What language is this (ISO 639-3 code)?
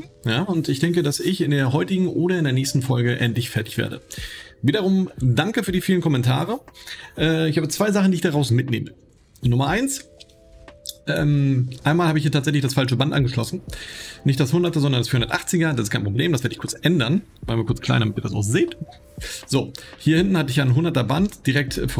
deu